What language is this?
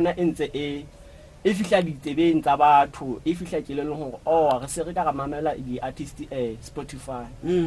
Southern Sotho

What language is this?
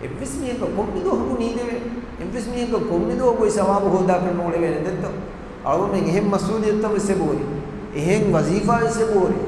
Divehi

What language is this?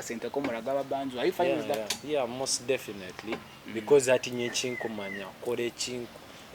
Nyankole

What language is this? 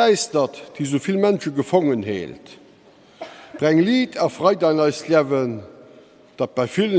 Luxembourgish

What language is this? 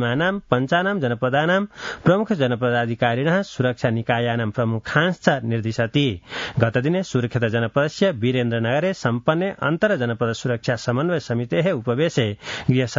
Sanskrit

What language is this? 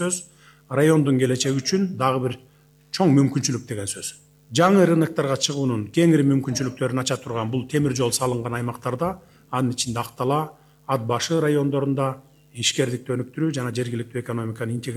Kyrgyz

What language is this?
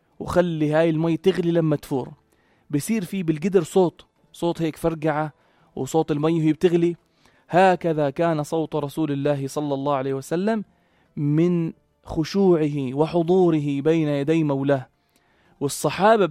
North Levantine Arabic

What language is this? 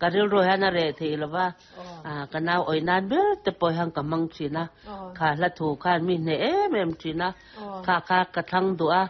Mizo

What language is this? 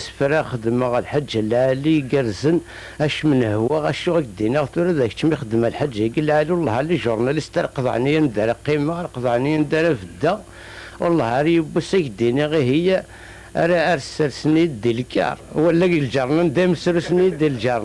Kabyle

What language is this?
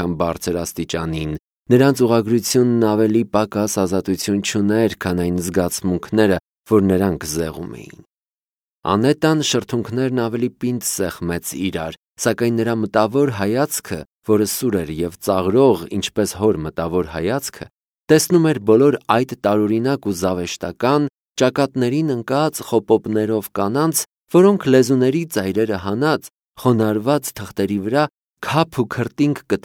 Armenian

